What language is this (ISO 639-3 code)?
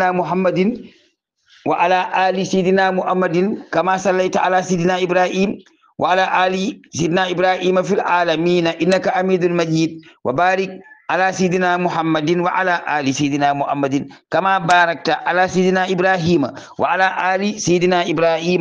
wol